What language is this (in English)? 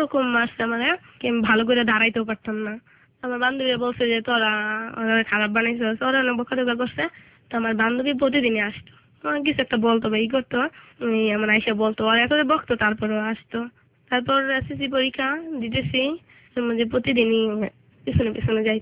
Bangla